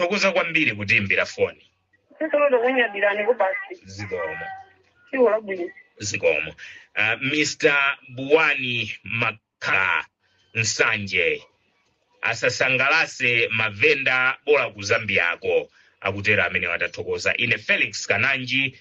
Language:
Nyanja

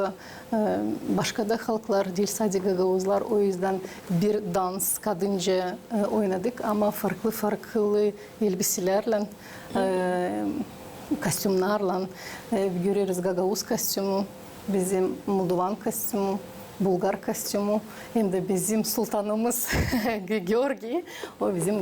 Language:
Gagauz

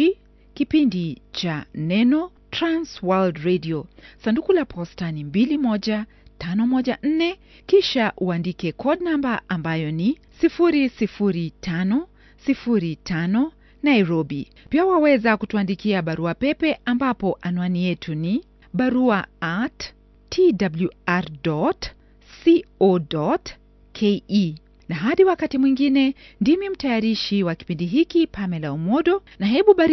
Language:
Swahili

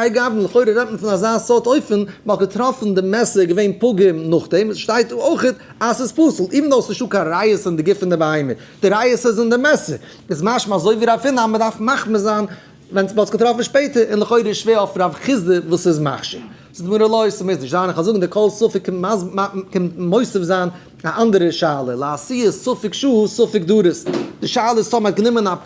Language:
Yiddish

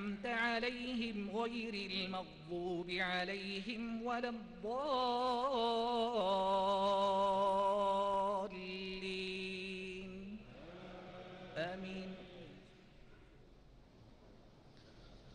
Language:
Arabic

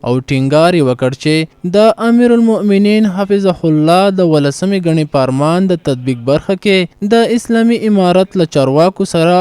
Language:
Pashto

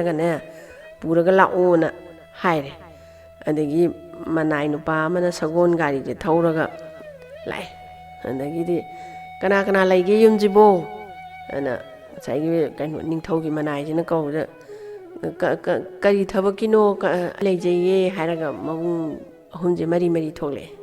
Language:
Manipuri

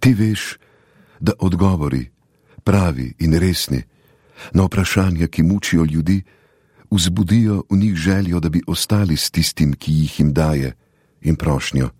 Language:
Slovenian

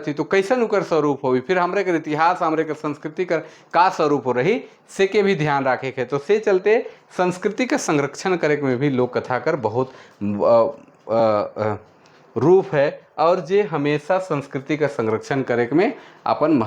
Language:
Sadri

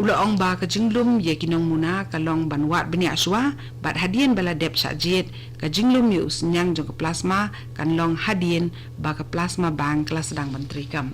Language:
Khasi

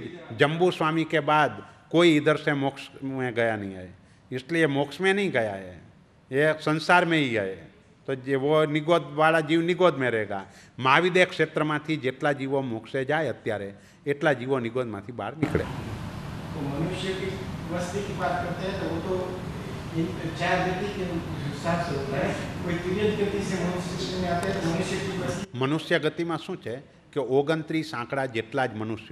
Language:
Gujarati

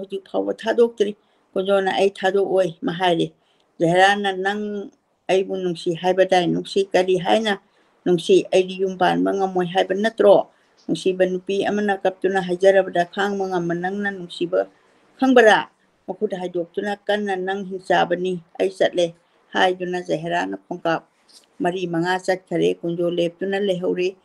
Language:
Manipuri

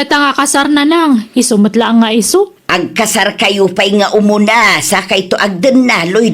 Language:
Iloko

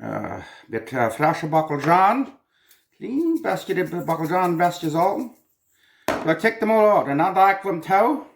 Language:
Plautdietsch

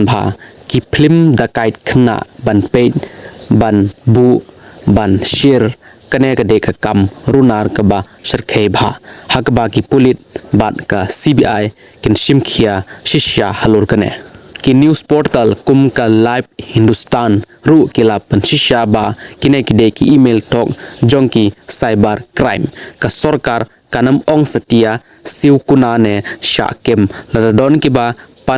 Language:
Khasi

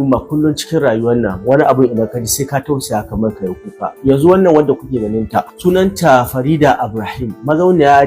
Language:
Hausa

